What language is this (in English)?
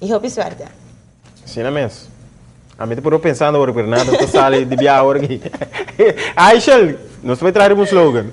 Papiamento